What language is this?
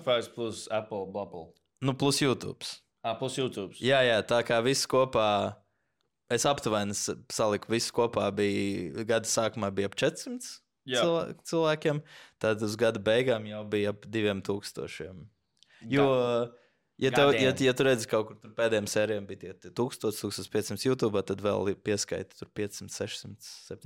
Latvian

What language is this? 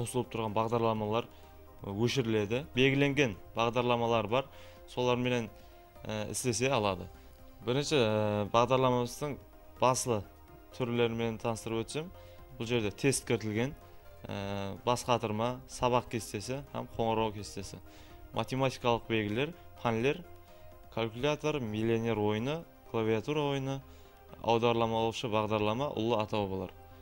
Kara-Kalpak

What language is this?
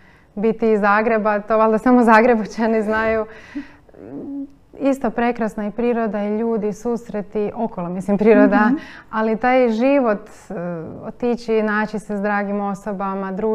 Croatian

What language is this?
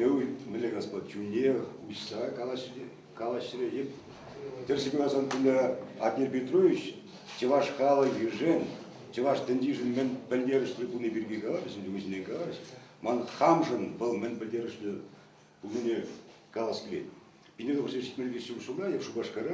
Chuvash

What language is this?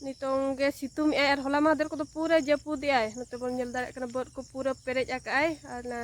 Santali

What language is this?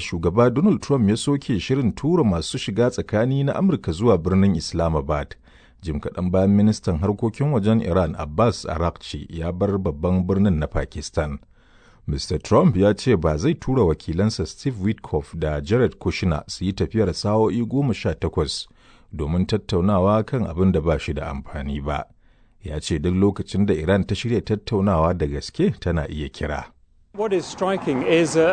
Hausa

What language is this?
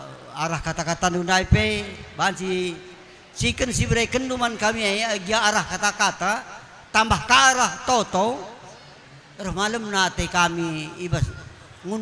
Batak Karo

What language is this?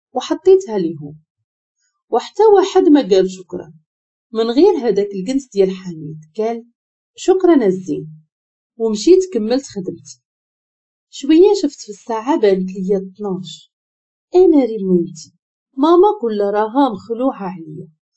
Moroccan Arabic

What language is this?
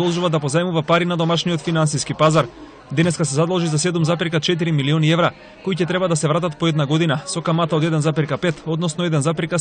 Macedonian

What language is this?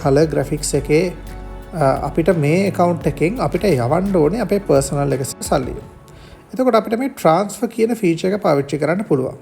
Sinhala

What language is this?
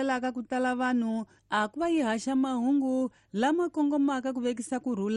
Tsonga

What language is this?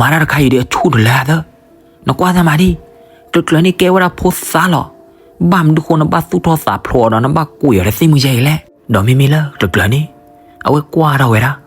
S'gaw Karen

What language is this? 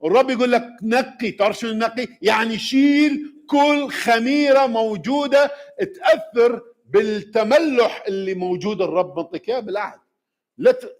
Mesopotamian Arabic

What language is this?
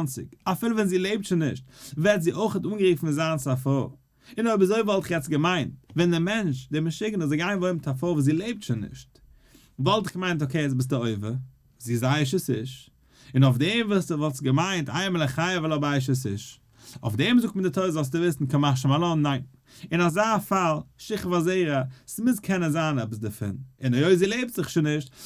Yiddish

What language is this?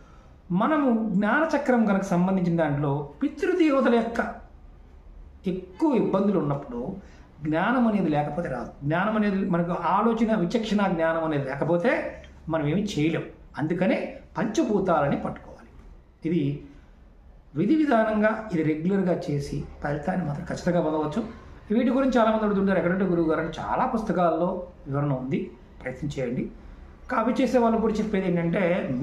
Telugu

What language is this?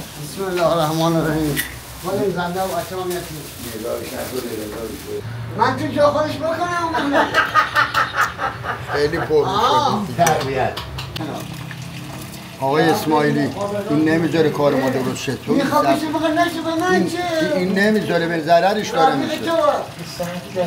Persian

